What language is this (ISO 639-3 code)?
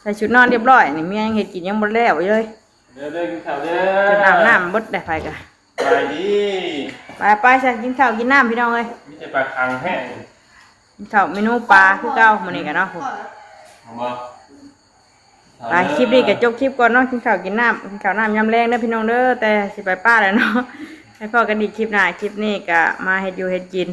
tts